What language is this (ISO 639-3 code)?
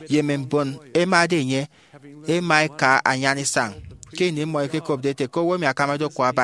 efi